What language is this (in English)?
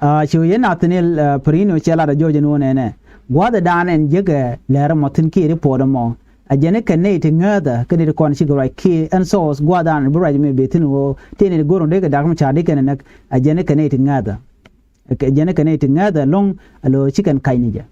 Nuer